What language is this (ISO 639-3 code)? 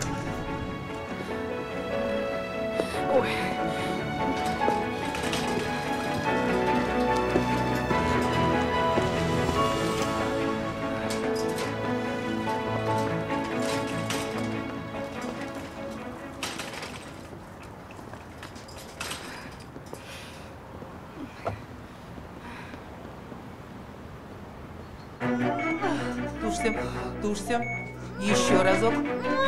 rus